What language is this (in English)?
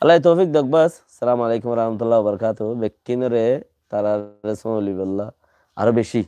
Rohingya